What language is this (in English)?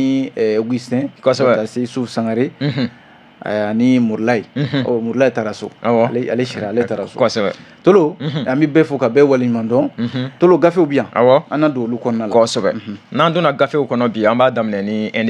Bambara